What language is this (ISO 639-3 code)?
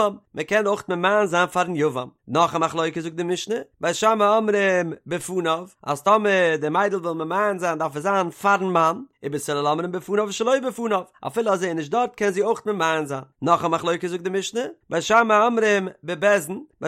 yid